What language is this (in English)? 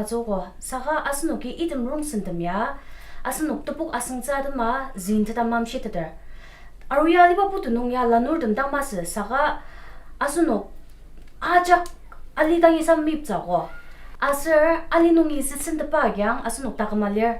Ao Naga